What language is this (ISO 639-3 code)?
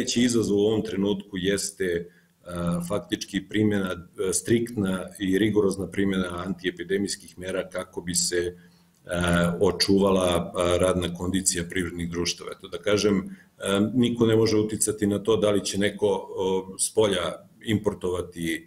srp